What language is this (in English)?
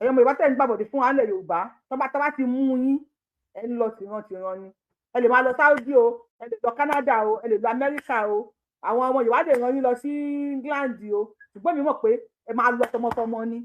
Yoruba